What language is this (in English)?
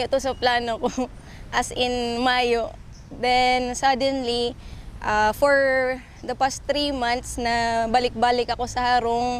Bikol